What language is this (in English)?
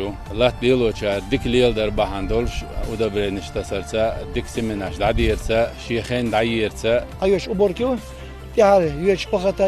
Chechen